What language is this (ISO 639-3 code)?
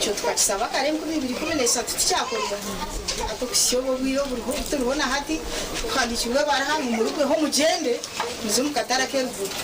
nyn